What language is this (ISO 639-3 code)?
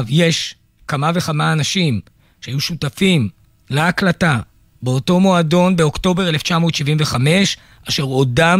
heb